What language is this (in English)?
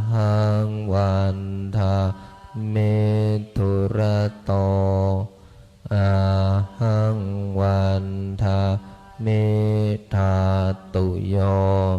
Pali